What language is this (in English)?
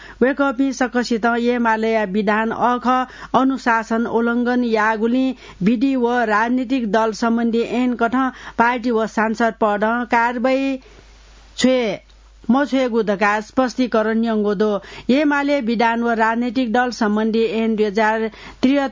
Newari